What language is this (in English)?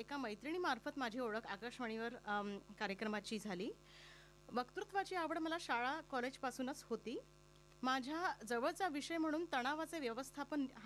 Marathi